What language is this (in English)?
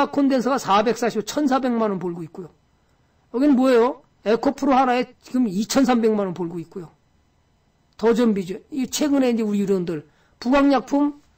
Korean